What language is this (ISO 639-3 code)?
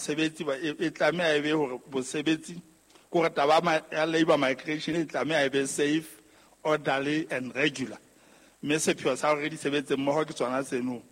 sot